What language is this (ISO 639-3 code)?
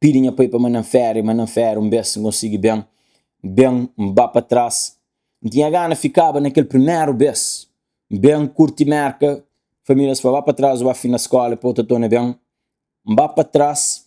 kea